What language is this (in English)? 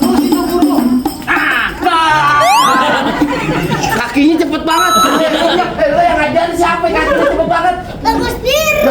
Betawi